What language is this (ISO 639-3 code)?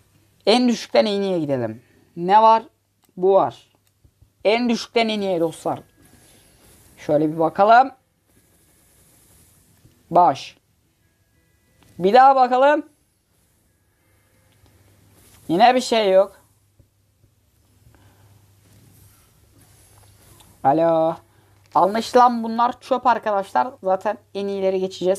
tur